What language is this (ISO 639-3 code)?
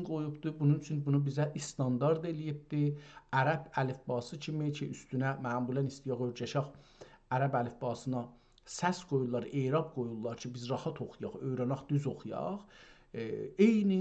azb